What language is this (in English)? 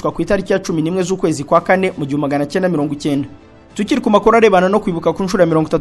Kinyarwanda